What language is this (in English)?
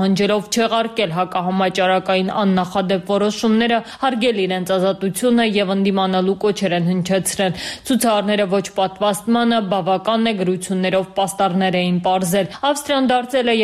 Armenian